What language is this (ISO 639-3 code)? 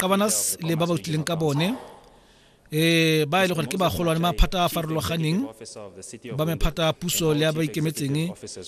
tsn